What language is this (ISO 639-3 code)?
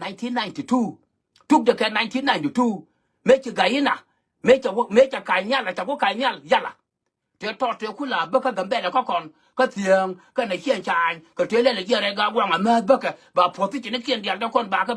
nus